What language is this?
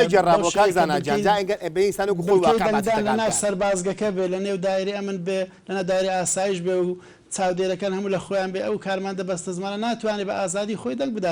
Central Kurdish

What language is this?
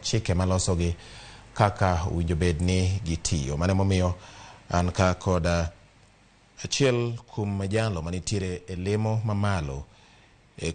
Luo (Kenya and Tanzania)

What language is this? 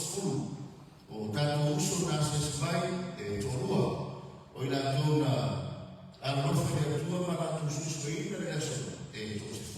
Samoan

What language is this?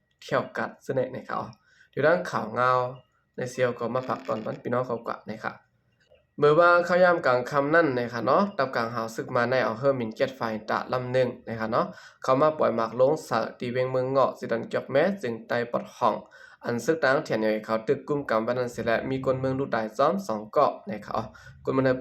Shan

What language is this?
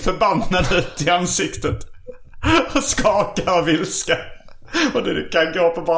Swedish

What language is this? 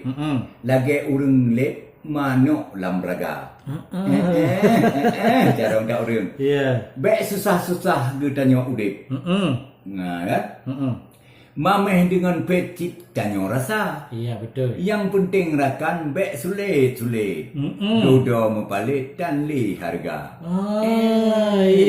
Achinese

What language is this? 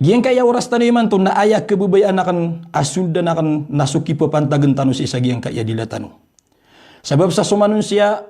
Maranao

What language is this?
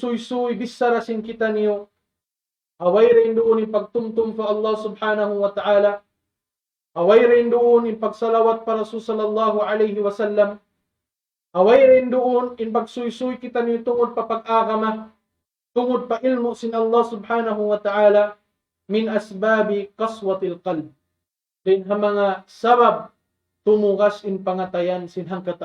Tausug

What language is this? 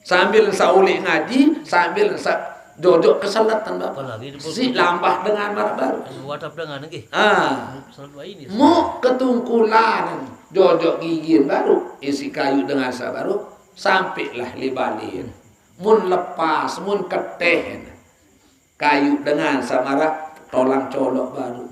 Sasak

